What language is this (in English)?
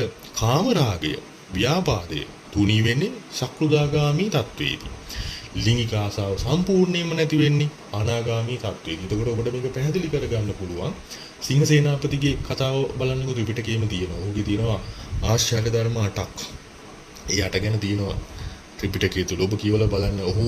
Sinhala